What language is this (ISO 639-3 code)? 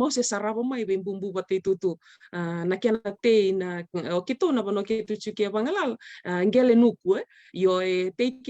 fij